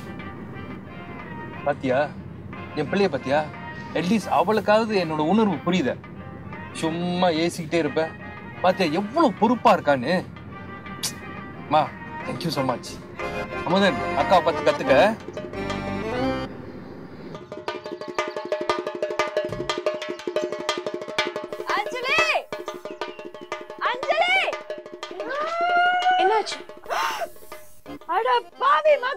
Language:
Tamil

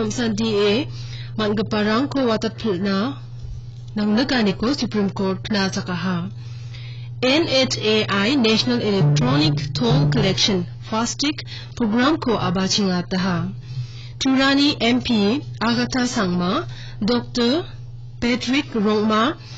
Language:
Garo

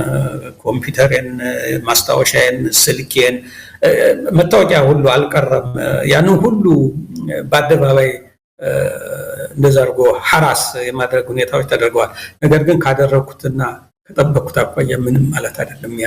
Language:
Amharic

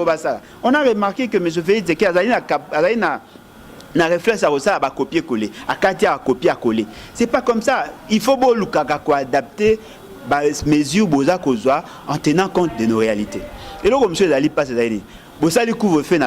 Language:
Lingala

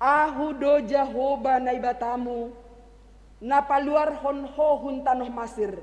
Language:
Batak Simalungun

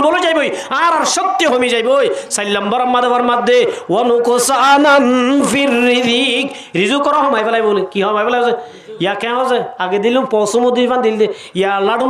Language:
Rohingya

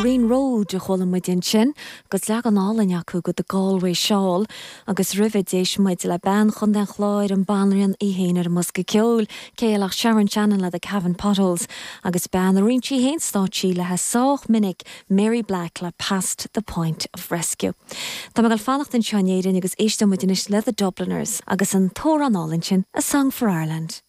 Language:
Irish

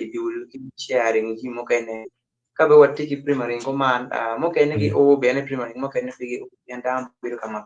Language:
Acoli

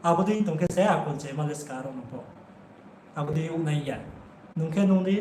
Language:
Riang (India)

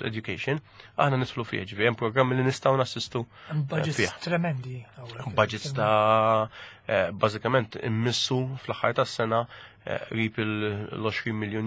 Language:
Maltese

